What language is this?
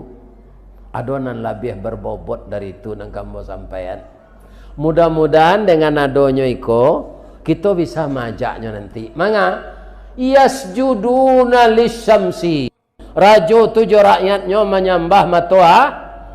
Minangkabau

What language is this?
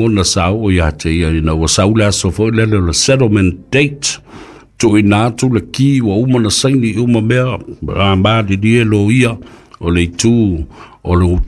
Samoan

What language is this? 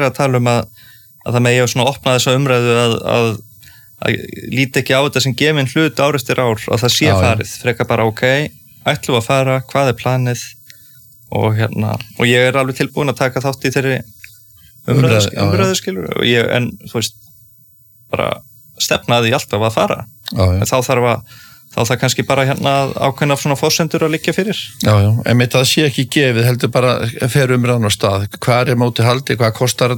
Icelandic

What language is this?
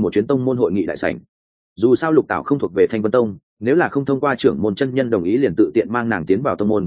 Vietnamese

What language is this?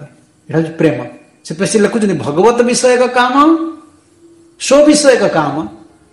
Odia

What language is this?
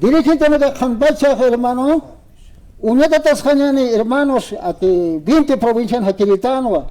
Aymara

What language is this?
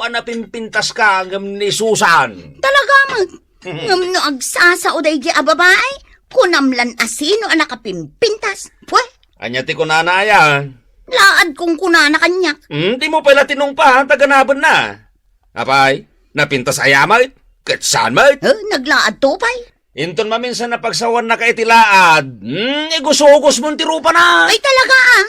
Iloko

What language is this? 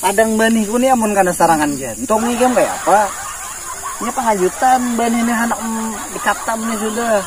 Banjar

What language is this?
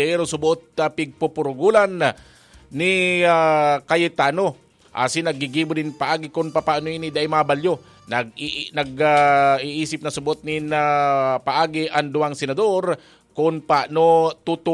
Bikol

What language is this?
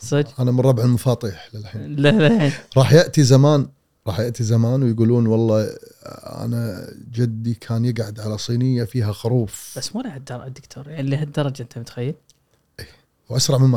Gulf Arabic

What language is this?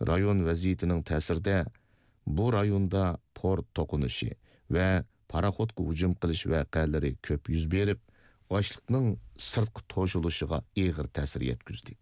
Uyghur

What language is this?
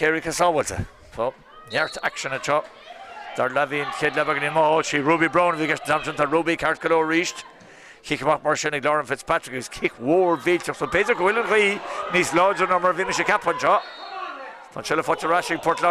Irish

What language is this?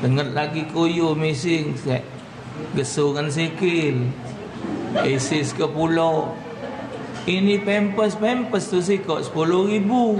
Musi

